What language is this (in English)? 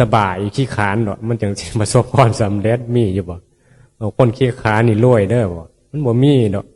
Northeastern Thai